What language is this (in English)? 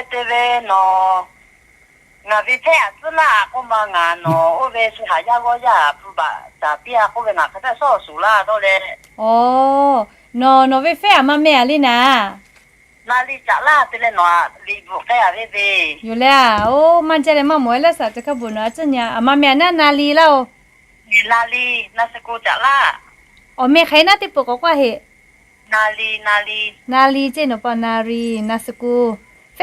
Lahu